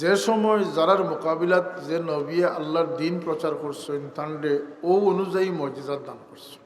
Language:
Sylheti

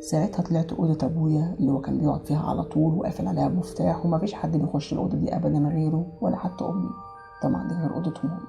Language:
Egyptian Arabic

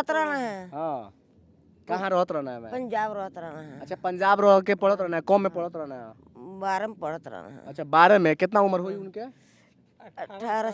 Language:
Bhojpuri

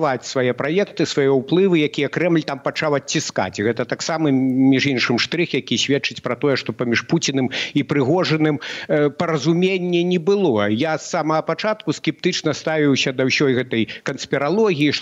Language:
Belarusian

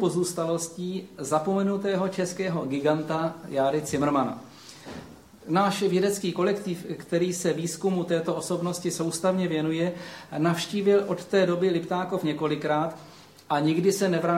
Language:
Czech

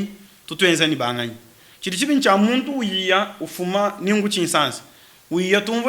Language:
Luba-Lulua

